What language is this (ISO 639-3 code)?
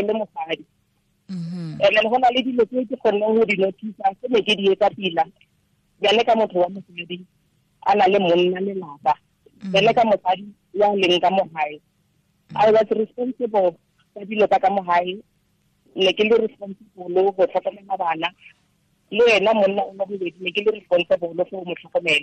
tsn